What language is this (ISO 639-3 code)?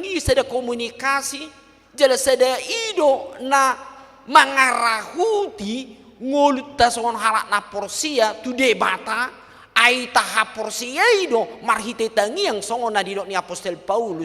bbc